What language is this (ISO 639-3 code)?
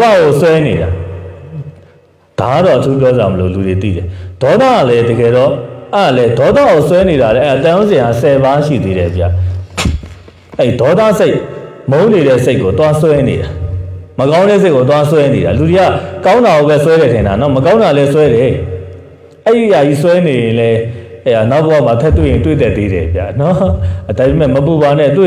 mya